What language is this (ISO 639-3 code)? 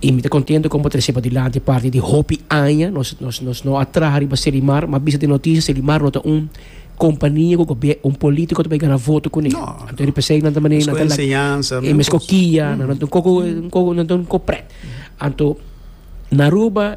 pap